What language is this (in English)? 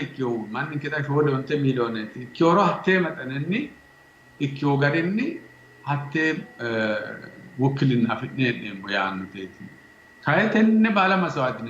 Sidamo